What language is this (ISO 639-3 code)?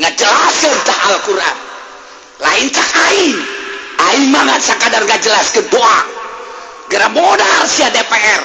sun